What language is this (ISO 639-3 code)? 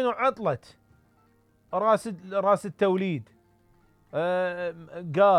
acm